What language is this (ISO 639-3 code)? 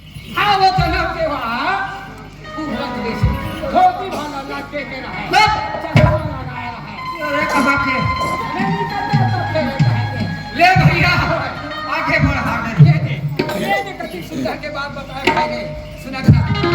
hne